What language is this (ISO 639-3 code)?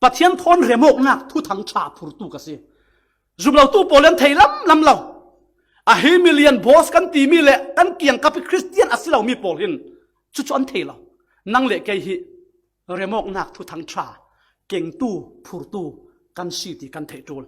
cfm